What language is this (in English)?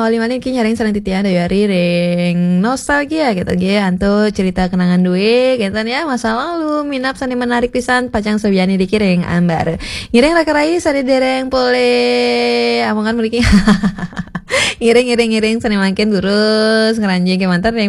Balinese